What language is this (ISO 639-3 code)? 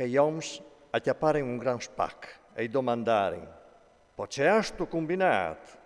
fur